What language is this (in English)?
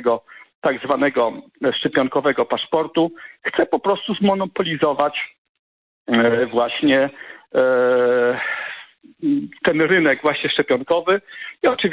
Polish